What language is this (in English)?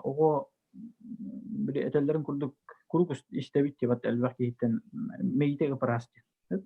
Yakut